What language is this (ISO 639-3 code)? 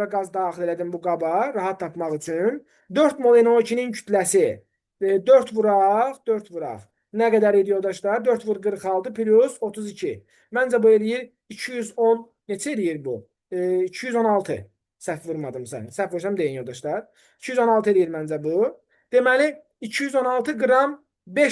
aze